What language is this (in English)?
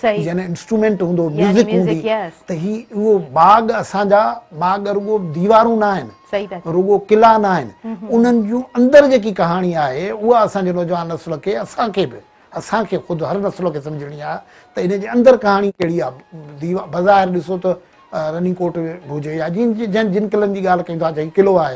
Sindhi